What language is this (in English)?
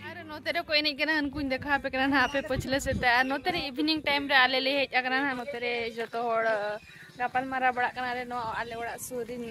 Santali